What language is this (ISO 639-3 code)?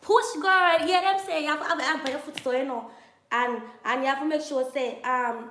jam